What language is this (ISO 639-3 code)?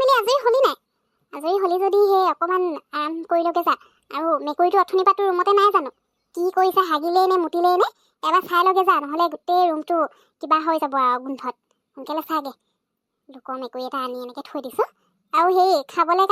asm